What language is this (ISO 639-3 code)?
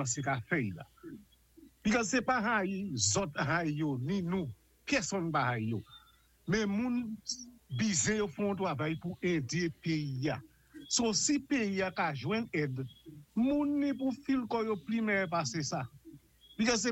acf